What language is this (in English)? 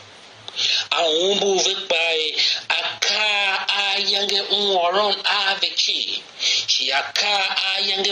Tiv